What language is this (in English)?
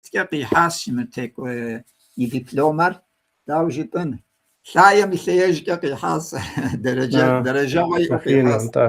Kabardian